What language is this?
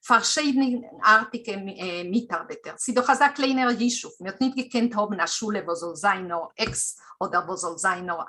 Yiddish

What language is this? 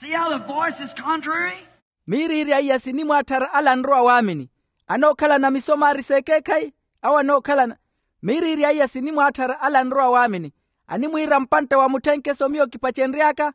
Makhuwa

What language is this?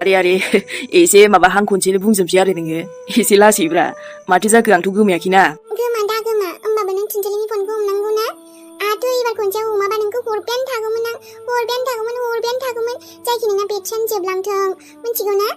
Bodo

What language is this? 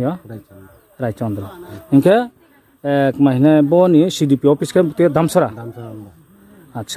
Riang (India)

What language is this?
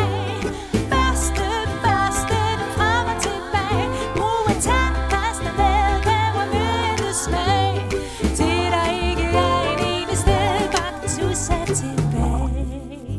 Danish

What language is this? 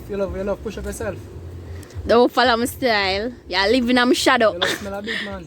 Jamaican Creole English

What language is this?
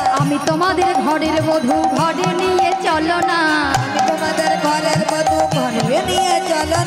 Bangla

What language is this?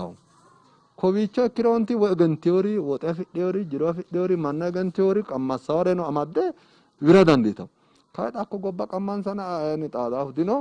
Sidamo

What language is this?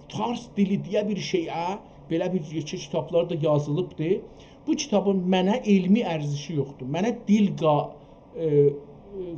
South Azerbaijani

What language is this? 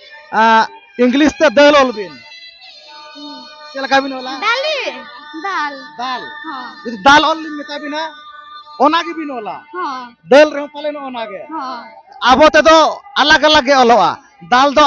Santali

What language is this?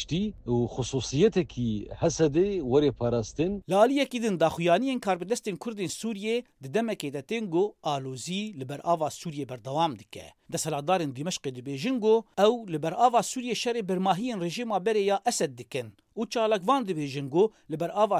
Kurdish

